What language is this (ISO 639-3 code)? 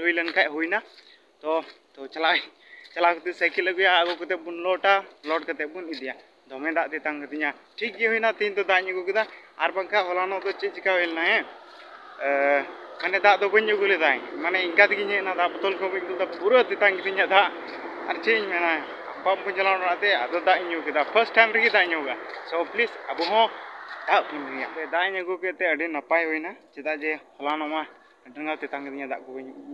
sat